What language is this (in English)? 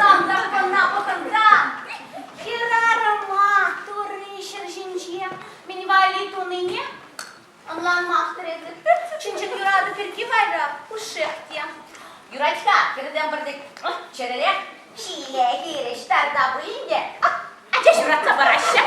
Chuvash